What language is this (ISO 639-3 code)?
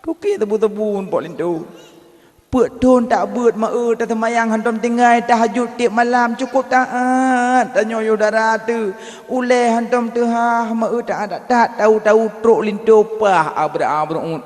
ace